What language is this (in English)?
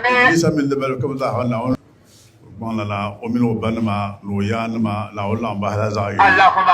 Dagbani